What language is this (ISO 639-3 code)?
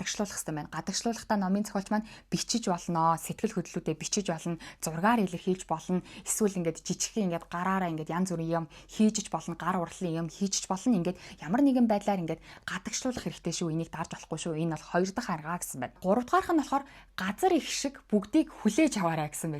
mon